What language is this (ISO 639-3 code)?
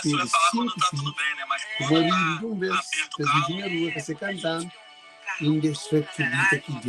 kea